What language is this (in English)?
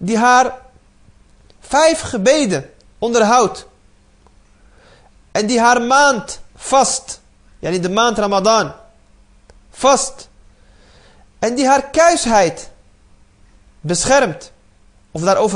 Dutch